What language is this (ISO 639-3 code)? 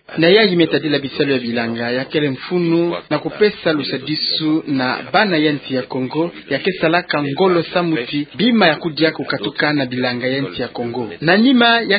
ktu